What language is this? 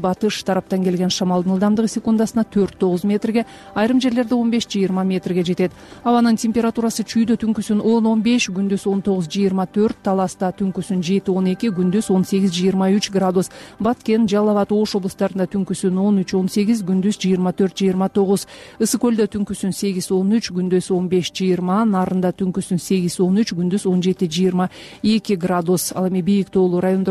Kyrgyz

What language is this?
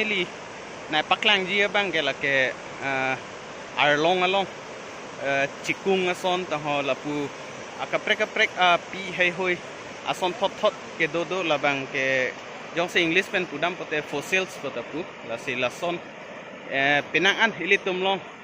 Karbi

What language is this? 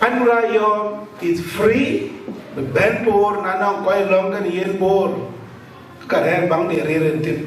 Dinka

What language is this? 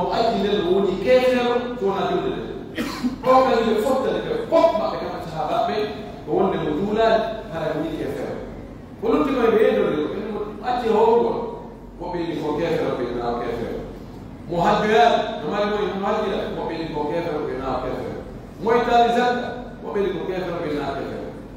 Pular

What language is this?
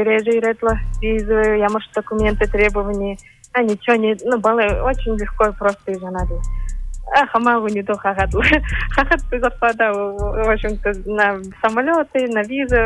Buriat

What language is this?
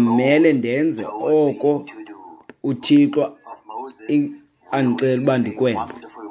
Xhosa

